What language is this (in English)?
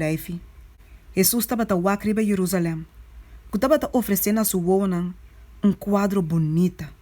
Papiamento